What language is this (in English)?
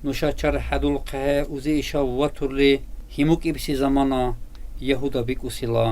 Dargwa